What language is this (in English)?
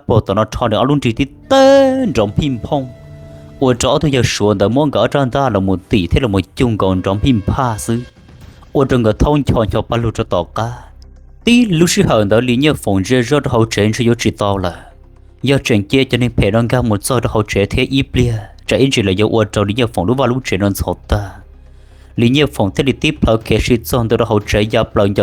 Hmong